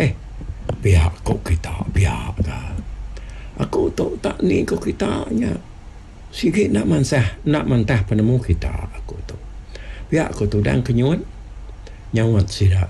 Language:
Iban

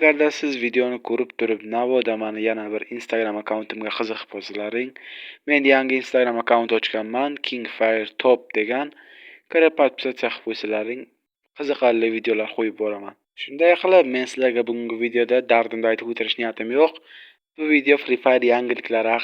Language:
Uzbek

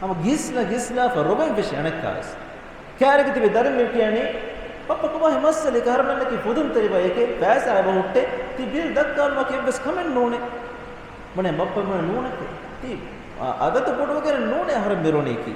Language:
Divehi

